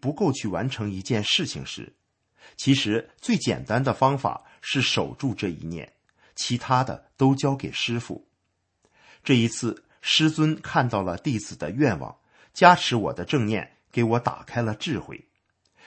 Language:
Chinese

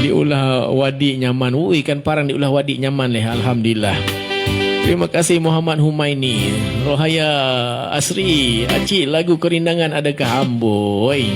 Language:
Banjar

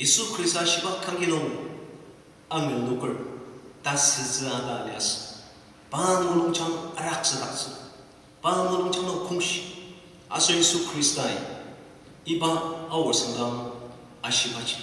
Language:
Ao Naga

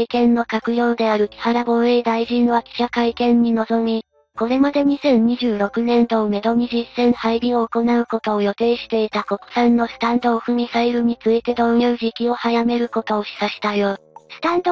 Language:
Japanese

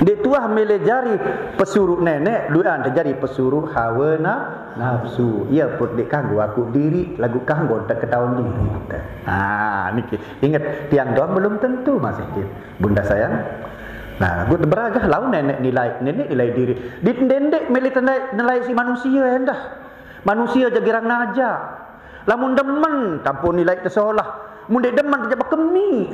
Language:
Sasak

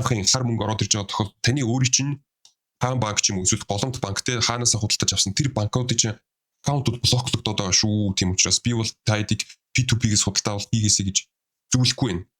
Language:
Mongolian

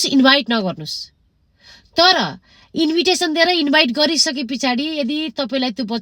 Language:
Nepali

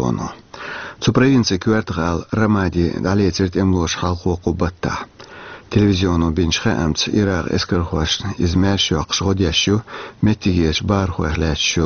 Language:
Chechen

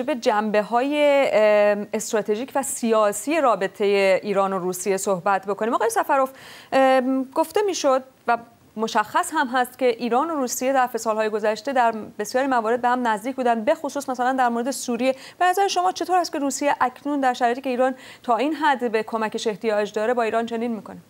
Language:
Persian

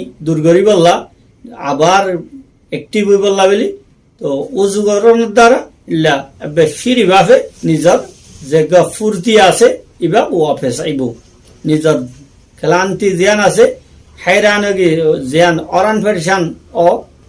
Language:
Rohingya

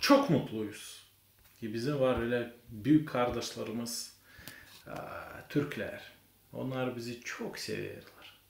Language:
Gagauz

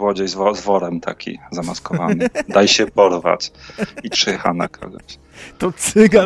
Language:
Polish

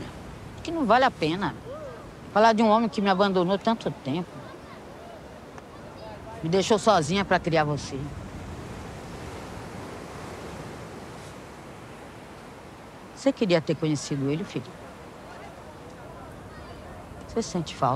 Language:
Portuguese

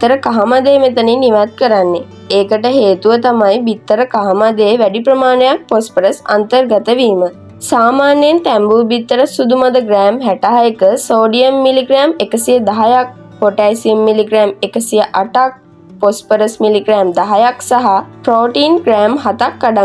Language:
Sinhala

